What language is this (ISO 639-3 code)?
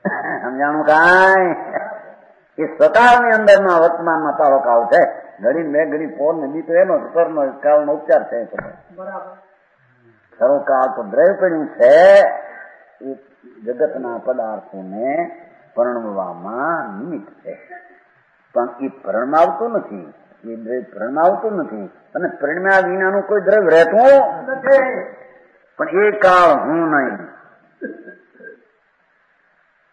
guj